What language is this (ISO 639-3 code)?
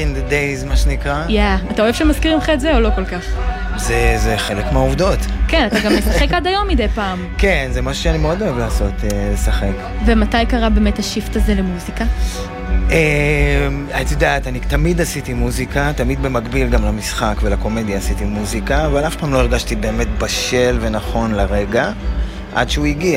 heb